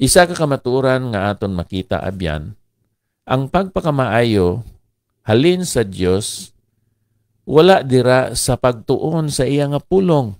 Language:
Hiligaynon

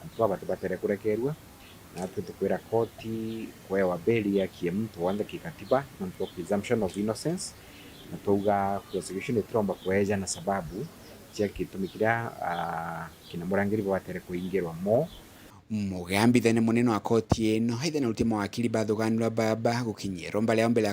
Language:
Meru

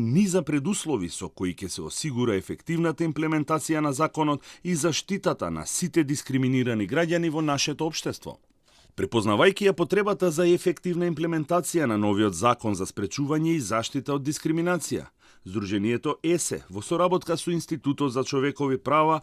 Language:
Macedonian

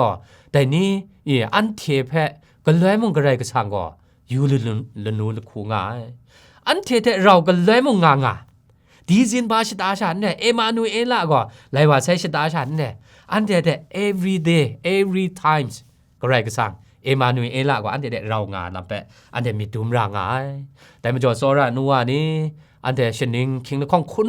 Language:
Kachin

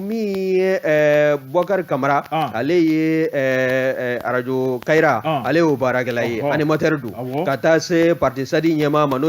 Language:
Bambara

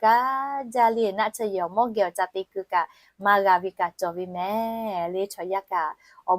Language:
Lahu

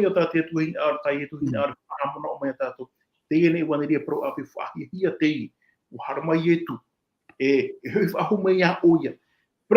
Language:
Tahitian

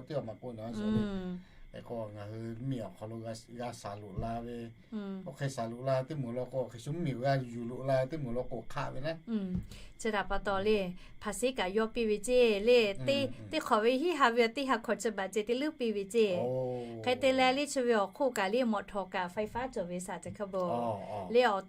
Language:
Lahu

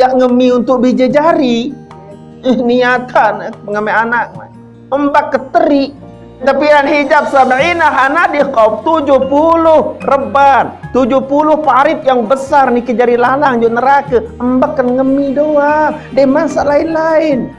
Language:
Sasak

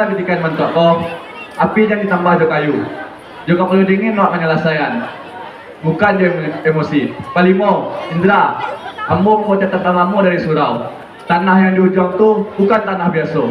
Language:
Minangkabau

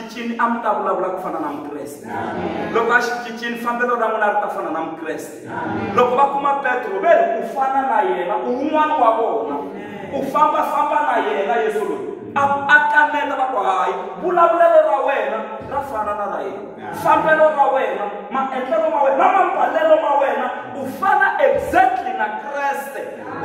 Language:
Tsonga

